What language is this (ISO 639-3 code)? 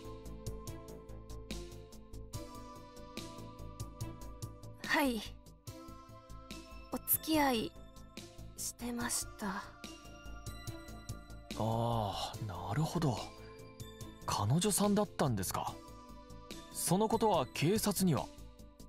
jpn